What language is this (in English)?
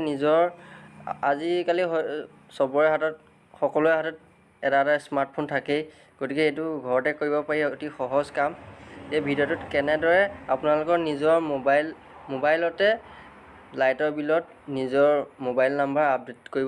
Assamese